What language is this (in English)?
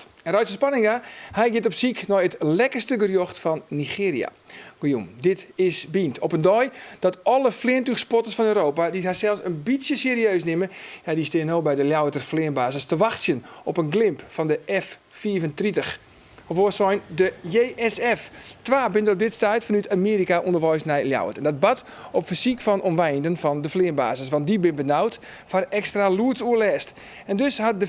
Western Frisian